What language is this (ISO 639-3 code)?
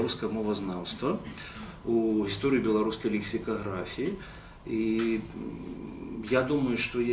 bel